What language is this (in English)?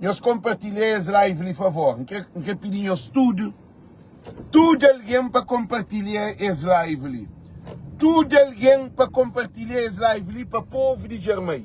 Kabuverdianu